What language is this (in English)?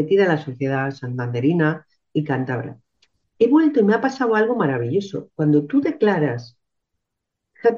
Spanish